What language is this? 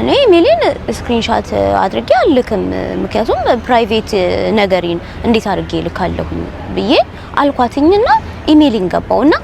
Amharic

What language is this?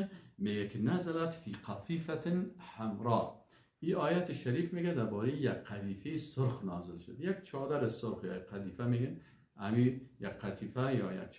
Persian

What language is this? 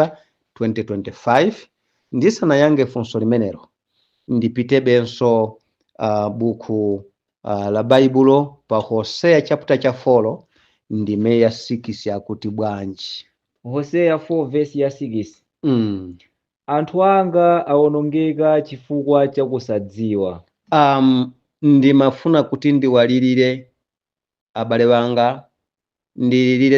Nyanja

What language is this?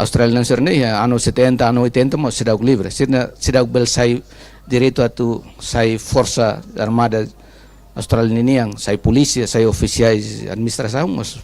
Tetum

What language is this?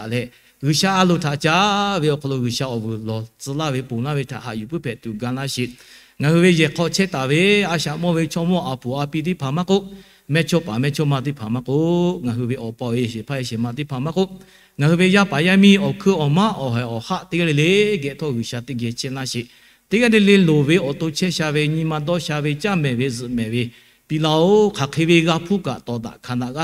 Lahu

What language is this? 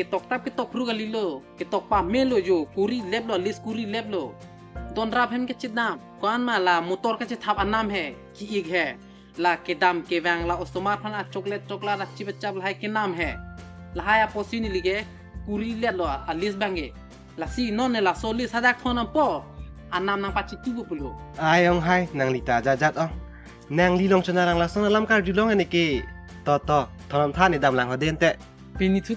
Karbi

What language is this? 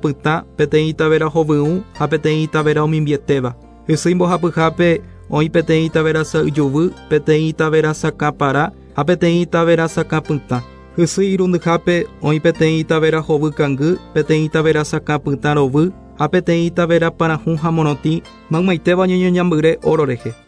Guarani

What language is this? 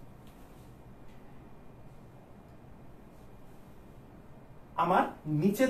Bangla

